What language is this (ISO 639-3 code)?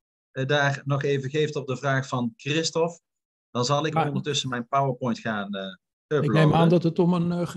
nld